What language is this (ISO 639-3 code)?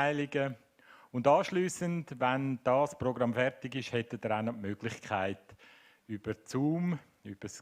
gsw